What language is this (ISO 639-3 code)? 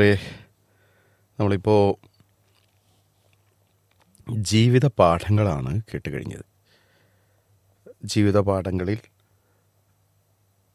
mal